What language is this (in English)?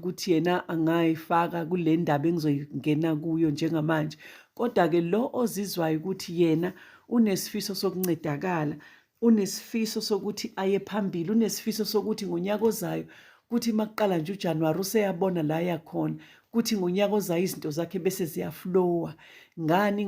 Zulu